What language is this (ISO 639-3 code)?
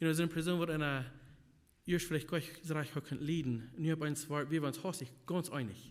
pdt